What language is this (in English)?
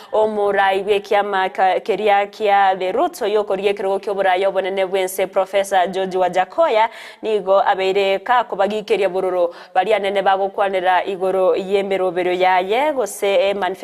Gusii